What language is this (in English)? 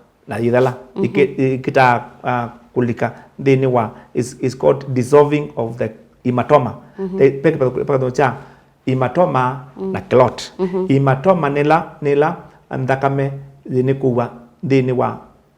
Kamba